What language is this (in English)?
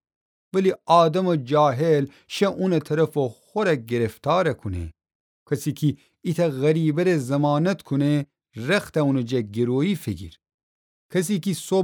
Gilaki